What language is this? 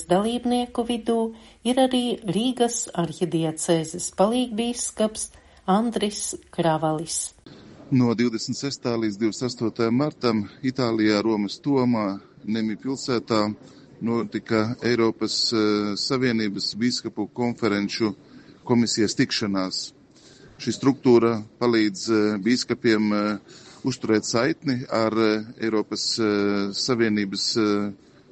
Latvian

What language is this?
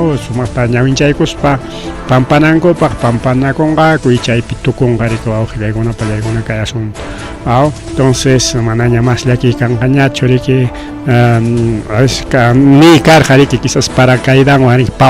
Ayacucho Quechua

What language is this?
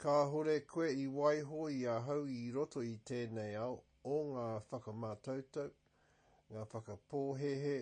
Māori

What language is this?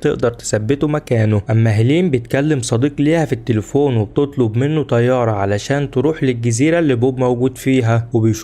Egyptian Arabic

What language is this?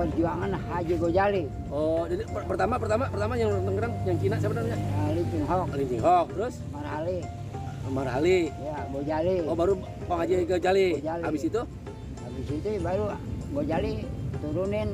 Betawi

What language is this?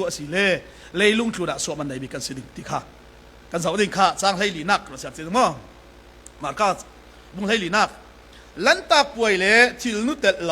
Falam Chin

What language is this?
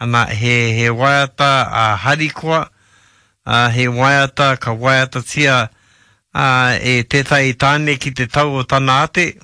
Māori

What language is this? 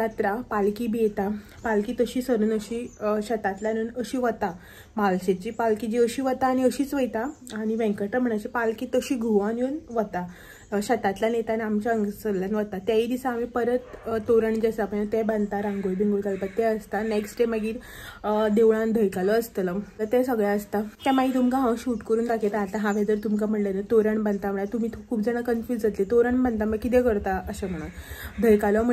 Konkani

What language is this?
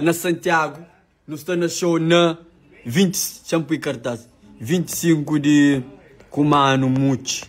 Kabuverdianu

